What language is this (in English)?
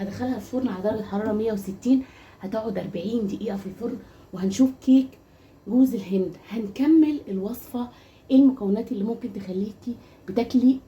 Egyptian Arabic